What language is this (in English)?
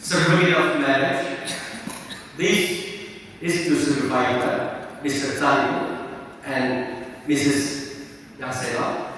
Yimchungru Naga